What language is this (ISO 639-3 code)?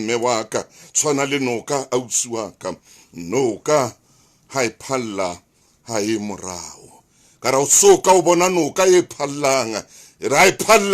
sot